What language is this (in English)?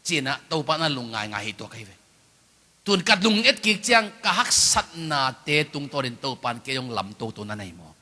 Tedim Chin